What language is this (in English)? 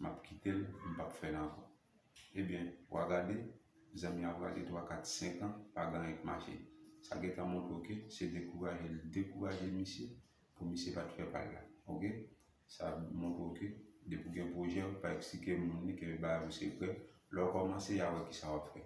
Haitian Creole